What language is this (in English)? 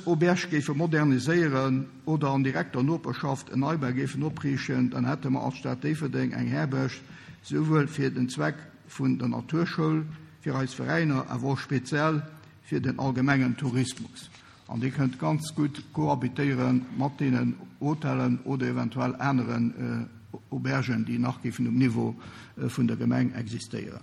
Luxembourgish